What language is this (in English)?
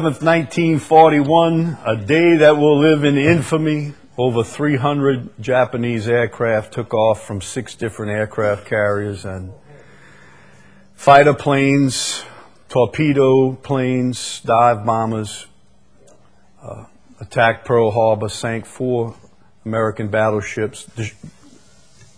English